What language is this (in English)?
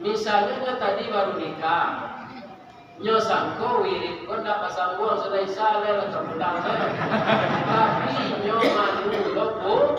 Minangkabau